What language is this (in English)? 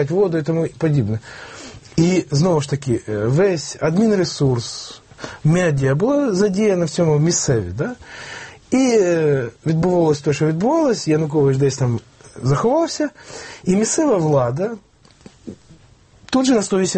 Ukrainian